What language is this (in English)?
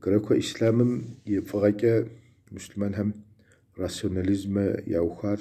Kabardian